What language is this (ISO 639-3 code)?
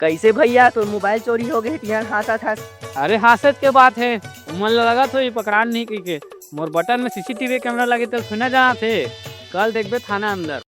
hne